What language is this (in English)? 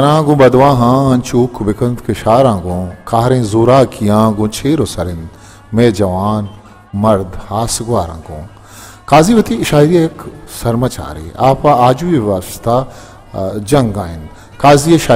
Baluchi